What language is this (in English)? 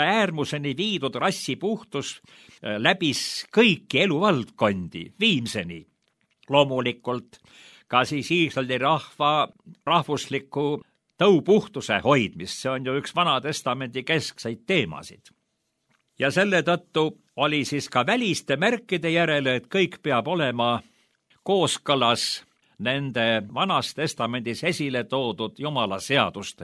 Estonian